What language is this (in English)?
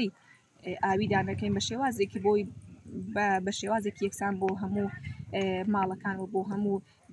Central Kurdish